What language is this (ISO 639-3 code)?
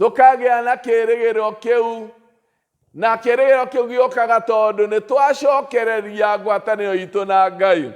kik